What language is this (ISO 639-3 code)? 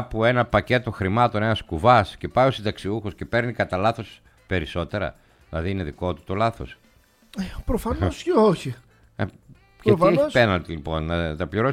ell